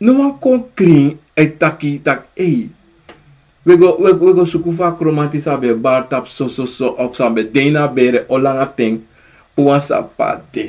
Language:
Sranan Tongo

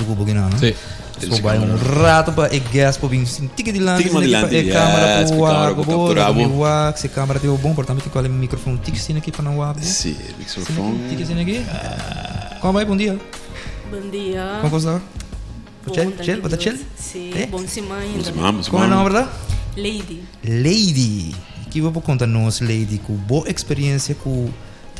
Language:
Papiamento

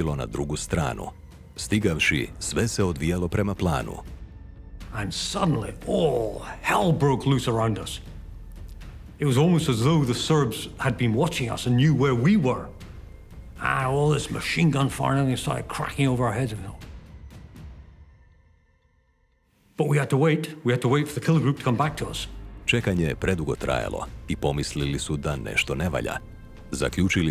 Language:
Croatian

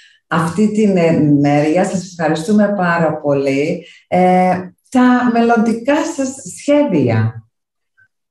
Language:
Greek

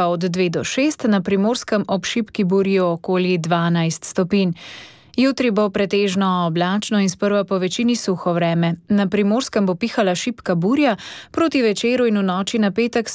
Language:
Slovenian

